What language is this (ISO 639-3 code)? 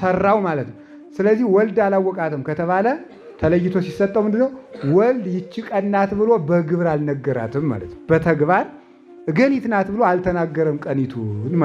amh